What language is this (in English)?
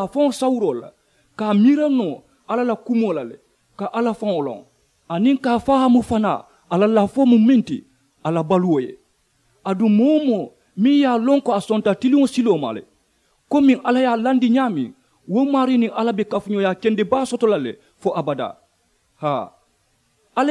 Mandingo